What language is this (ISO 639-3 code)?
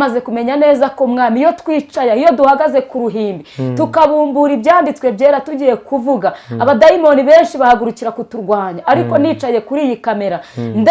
kin